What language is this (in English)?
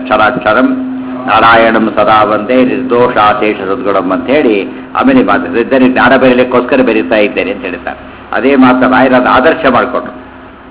Kannada